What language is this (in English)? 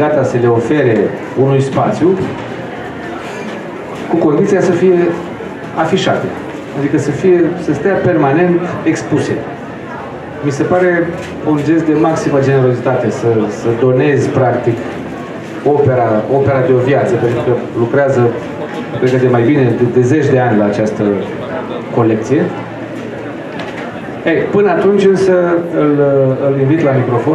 Romanian